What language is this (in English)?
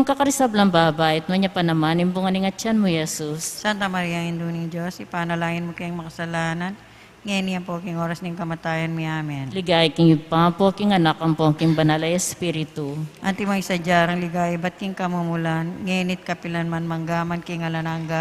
Pampanga